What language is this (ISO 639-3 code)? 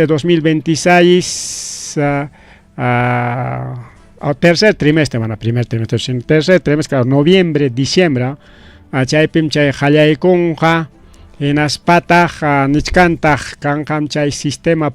quy